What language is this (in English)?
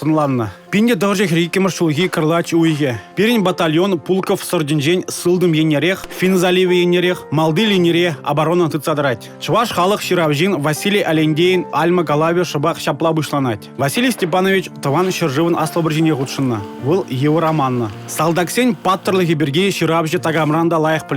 Chuvash